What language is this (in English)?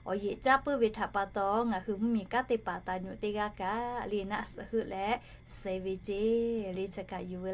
Lahu